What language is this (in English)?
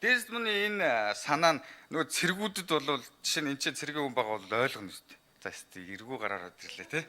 Mongolian